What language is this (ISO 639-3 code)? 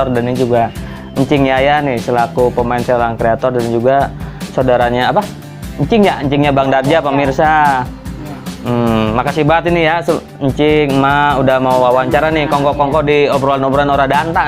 bew